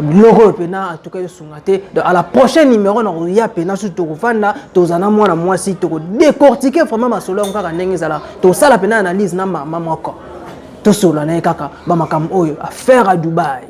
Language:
Lingala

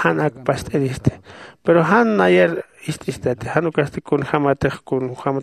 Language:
Aymara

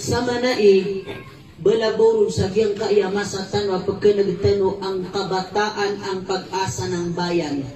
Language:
Maranao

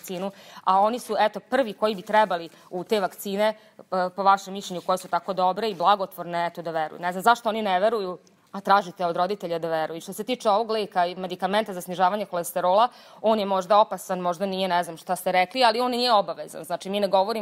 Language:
Serbian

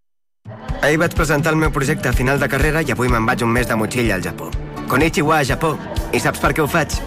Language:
Catalan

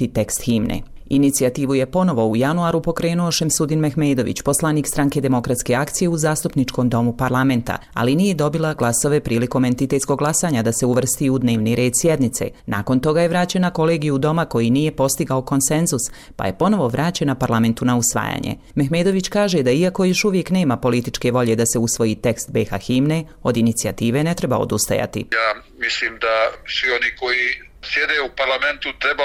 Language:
Bosnian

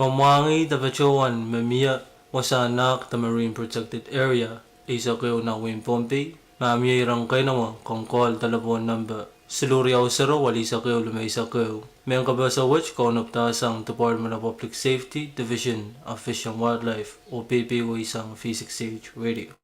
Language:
Pohnpeian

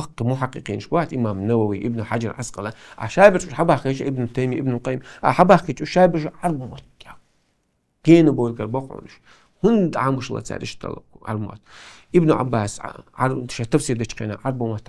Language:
Chechen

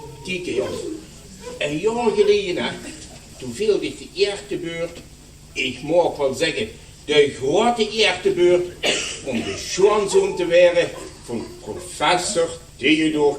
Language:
Limburgish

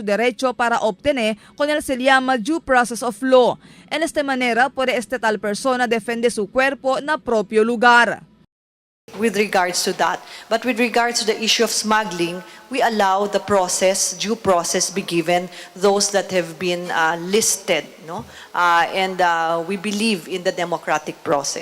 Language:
Chavacano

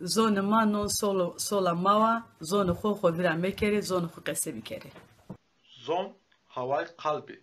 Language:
Zaza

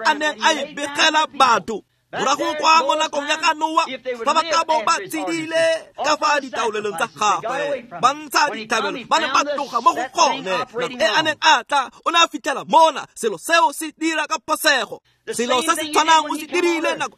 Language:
Tswana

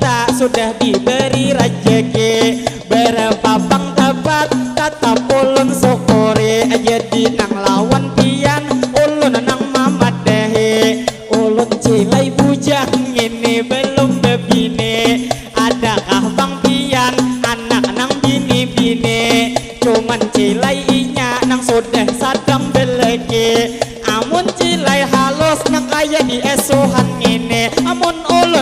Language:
Banjar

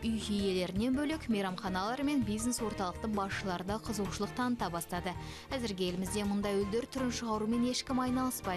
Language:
Kazakh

